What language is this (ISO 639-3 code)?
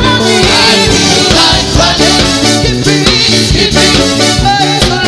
ton